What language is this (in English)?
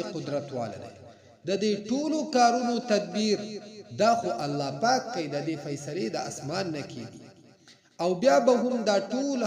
Pashto